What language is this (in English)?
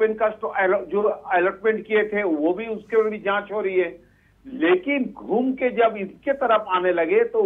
Hindi